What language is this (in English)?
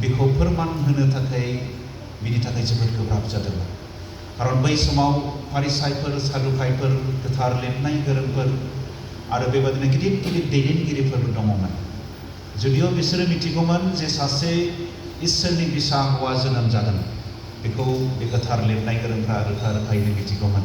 Bodo